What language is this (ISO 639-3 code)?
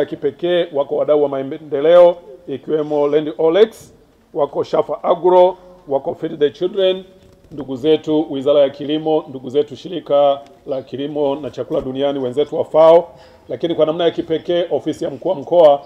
swa